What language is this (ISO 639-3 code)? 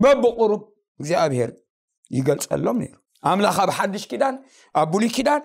tir